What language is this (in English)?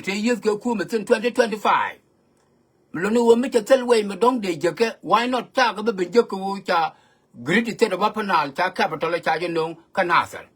Nuer